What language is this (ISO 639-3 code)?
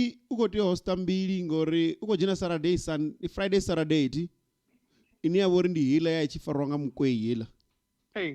ven